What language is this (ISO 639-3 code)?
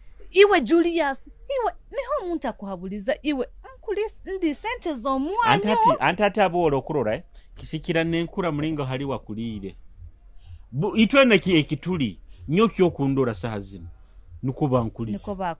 nyo